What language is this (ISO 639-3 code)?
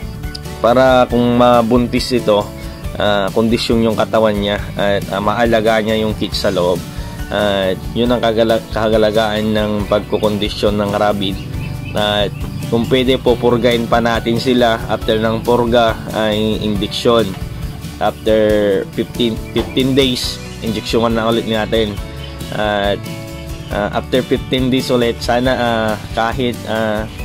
fil